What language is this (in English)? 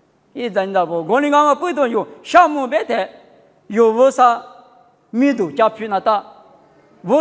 Lisu